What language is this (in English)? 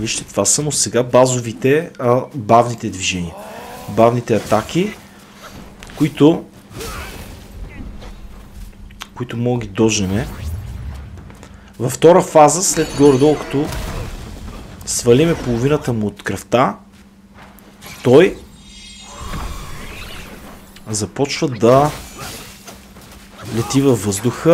Bulgarian